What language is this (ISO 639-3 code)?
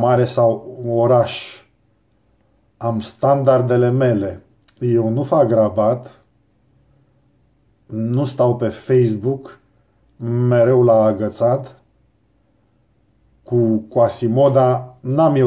ron